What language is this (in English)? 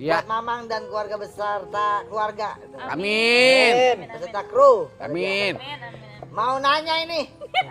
Betawi